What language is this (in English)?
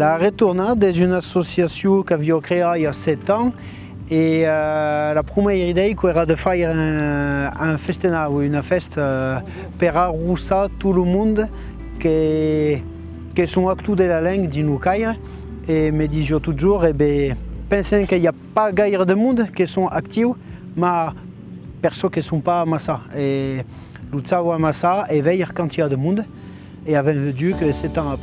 Occitan